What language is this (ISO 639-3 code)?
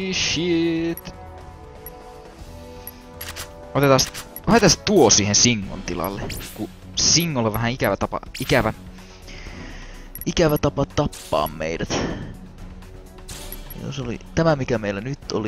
fin